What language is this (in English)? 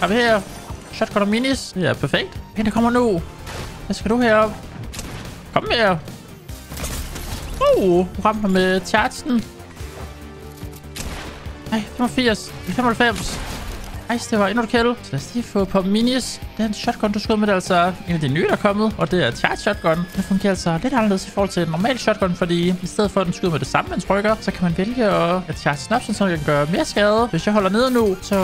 Danish